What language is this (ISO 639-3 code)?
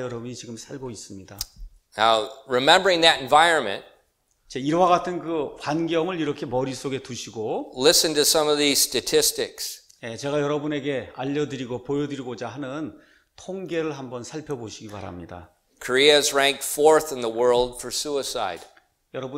kor